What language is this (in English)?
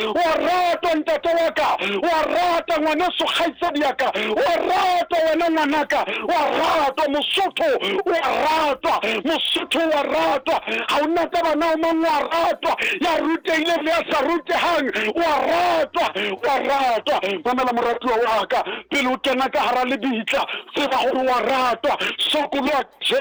Southern Sotho